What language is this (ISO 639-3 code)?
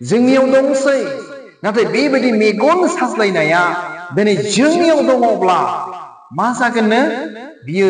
brx